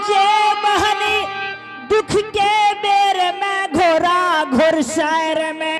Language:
Angika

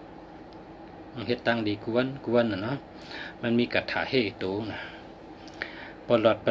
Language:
Shan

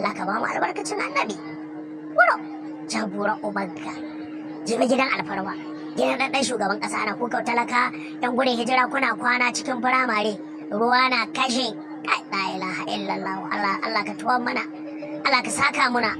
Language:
Hausa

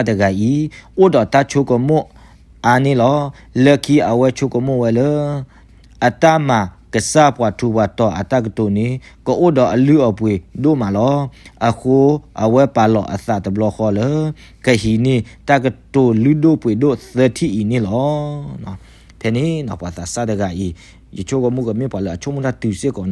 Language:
S'gaw Karen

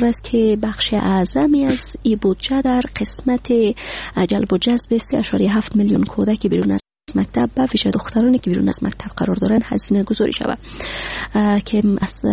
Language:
Persian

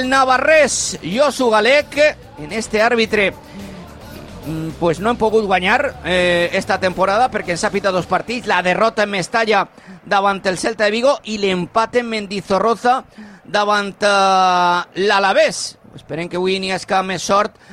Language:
Catalan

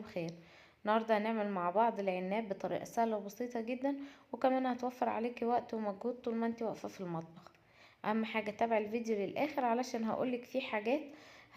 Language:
Egyptian Arabic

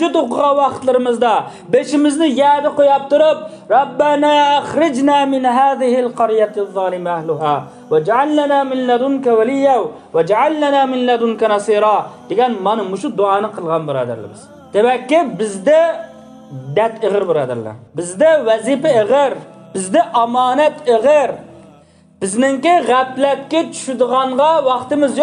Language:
Uyghur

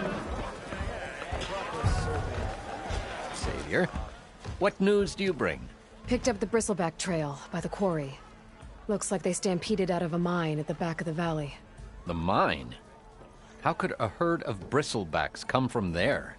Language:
English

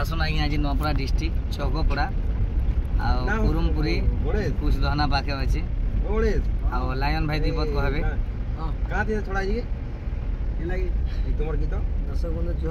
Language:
Odia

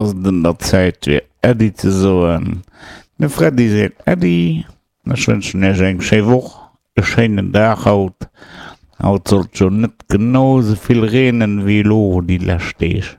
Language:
Luxembourgish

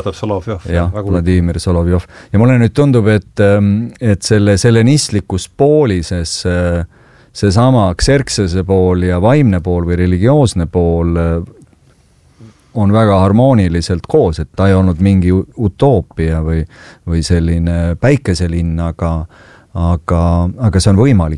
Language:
Estonian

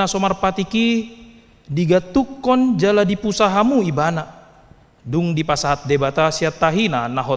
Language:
Batak Toba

